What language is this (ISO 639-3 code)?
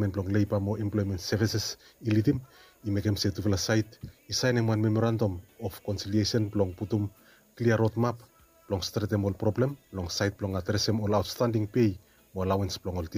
bis